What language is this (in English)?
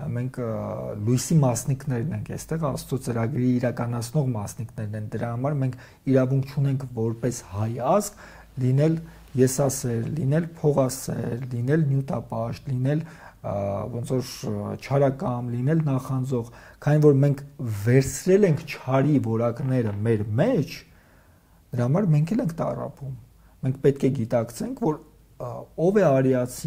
Armenian